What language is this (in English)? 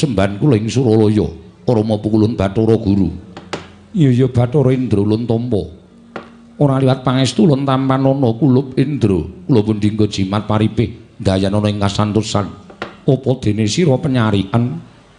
Javanese